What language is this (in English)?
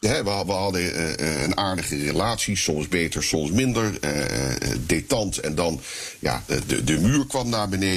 Dutch